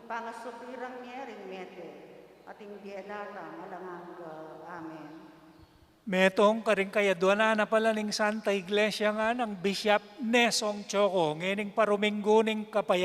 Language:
Pampanga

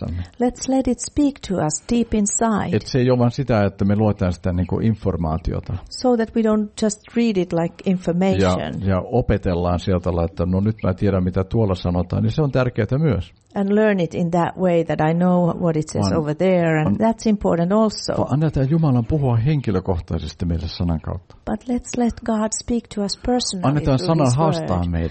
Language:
Finnish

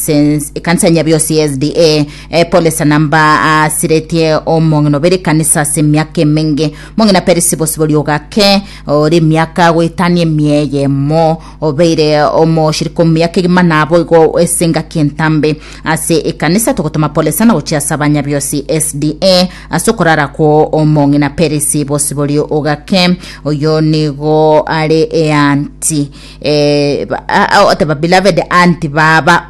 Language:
Gusii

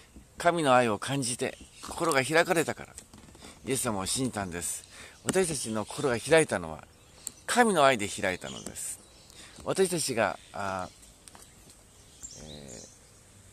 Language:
Japanese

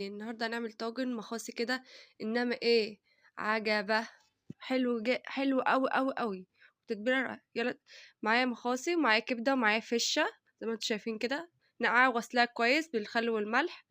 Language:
Egyptian Arabic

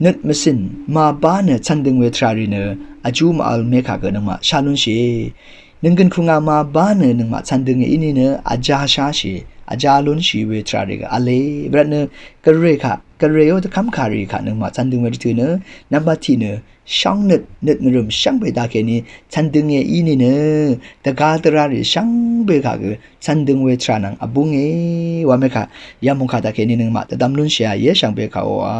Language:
Rawang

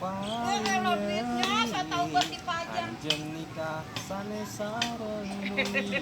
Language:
Betawi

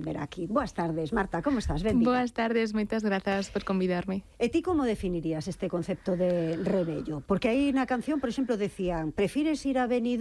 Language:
Galician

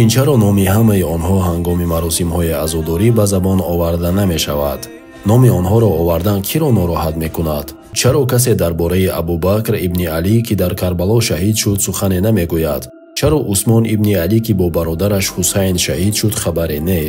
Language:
Tajik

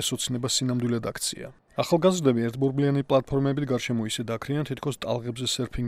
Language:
Georgian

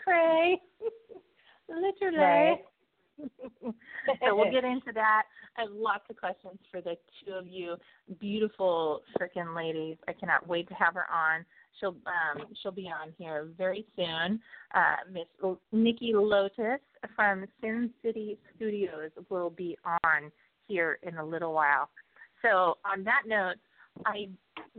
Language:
English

